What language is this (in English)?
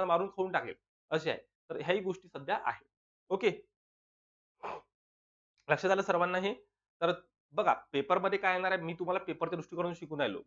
Marathi